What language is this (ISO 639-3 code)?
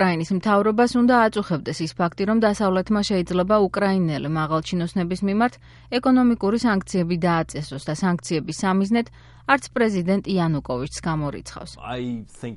kat